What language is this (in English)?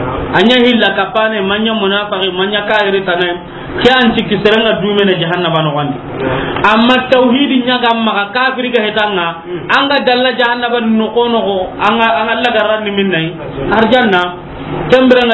Soninke